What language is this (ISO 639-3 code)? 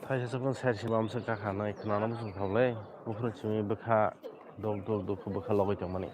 trp